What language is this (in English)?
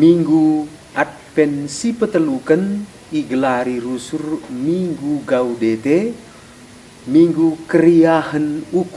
Batak Karo